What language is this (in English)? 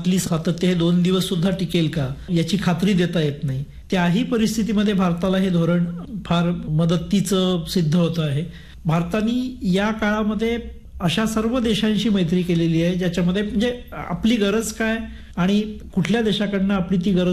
Marathi